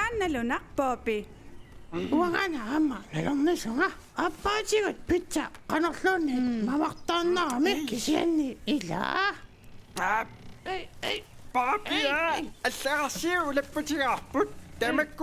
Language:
Kalaallisut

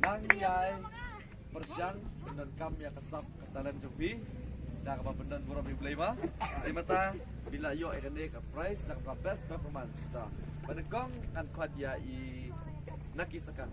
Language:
Khasi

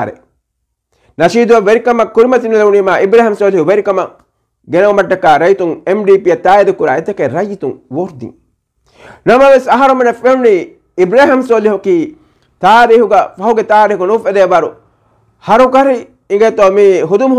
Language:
Divehi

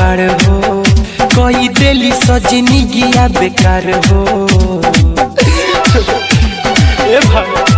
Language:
Bhojpuri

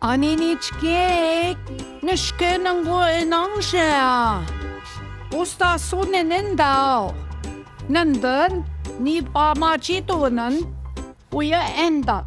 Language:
Central Ojibwa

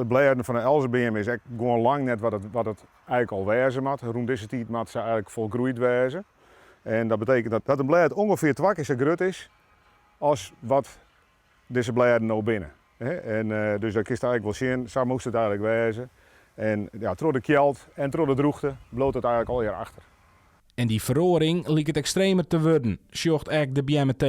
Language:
Western Frisian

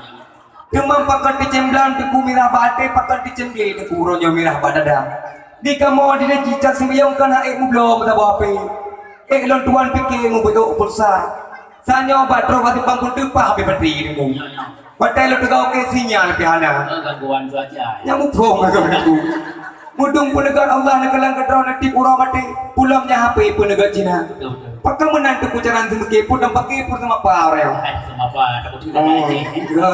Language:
Achinese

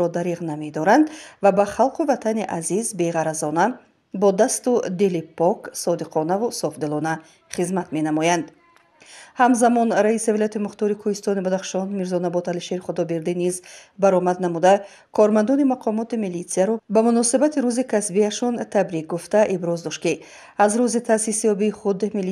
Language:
Tajik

